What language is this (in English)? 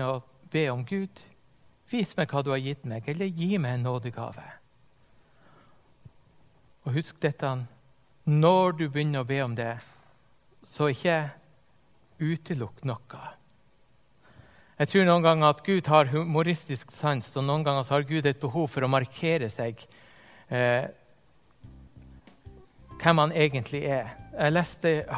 Norwegian